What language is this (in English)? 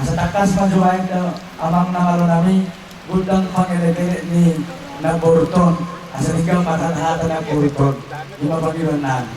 Batak Toba